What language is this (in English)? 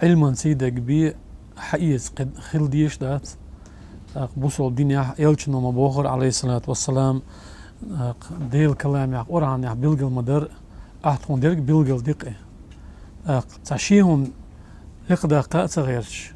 Chechen